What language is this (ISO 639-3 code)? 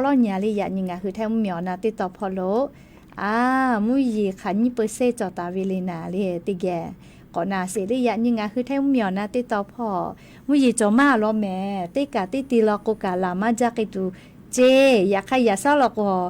lhu